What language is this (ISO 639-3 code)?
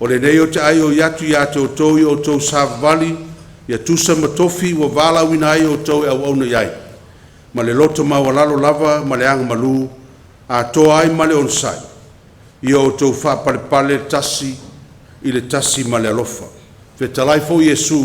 smo